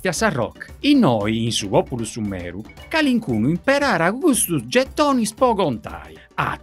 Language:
Sardinian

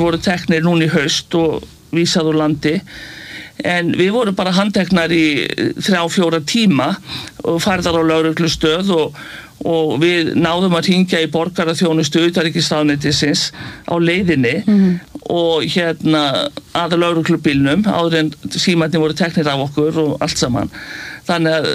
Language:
Icelandic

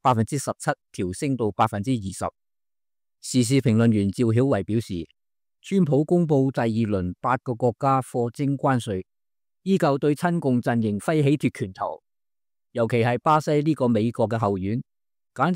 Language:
Cantonese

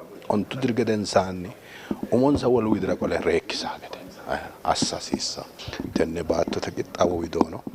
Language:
Sidamo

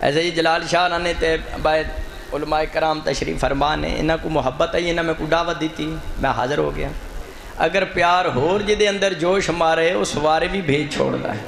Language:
Saraiki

